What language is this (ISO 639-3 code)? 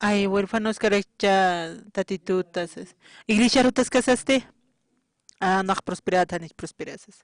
aym